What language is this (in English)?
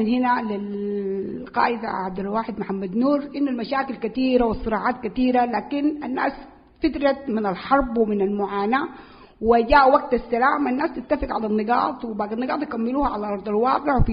Sudanese Arabic